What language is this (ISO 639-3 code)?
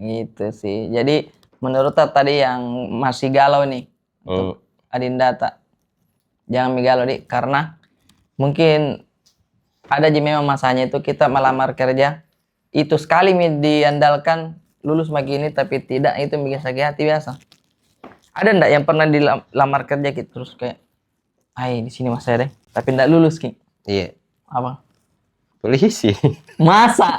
mfp